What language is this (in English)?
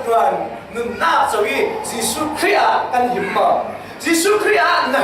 Falam Chin